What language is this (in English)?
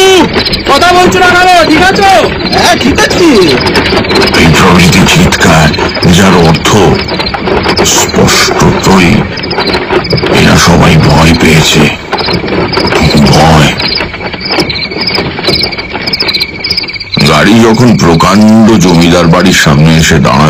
Bangla